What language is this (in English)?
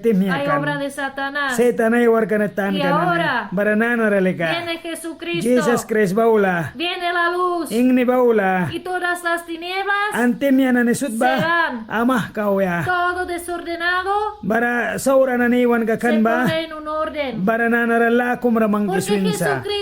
Mískito